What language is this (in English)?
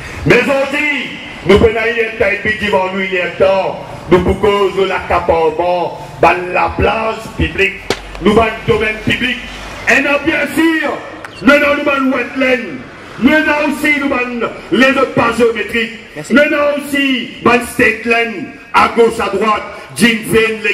Morisyen